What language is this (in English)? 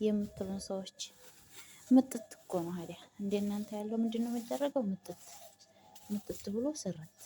Amharic